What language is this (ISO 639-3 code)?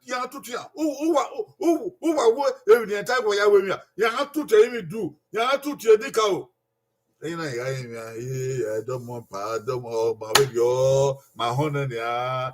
bin